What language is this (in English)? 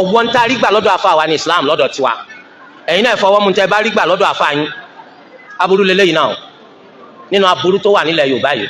Yoruba